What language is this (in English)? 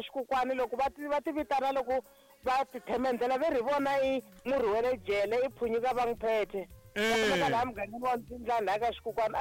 Tsonga